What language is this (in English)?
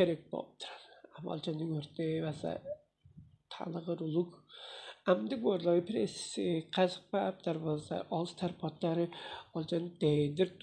Tuvinian